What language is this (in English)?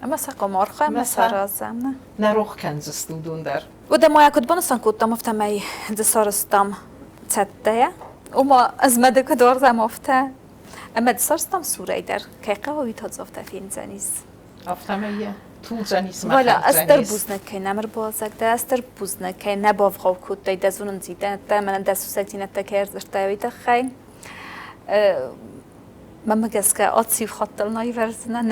Ossetic